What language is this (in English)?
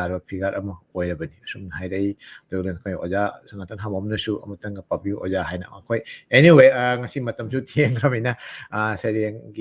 Manipuri